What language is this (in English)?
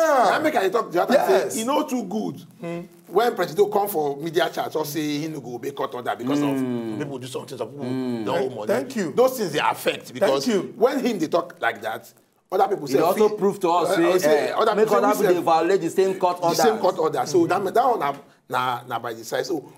Nigerian Pidgin